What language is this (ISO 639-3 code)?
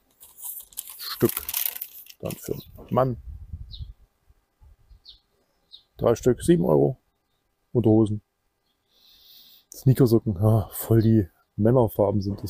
deu